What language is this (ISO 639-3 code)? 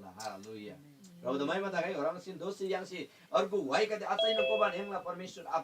taj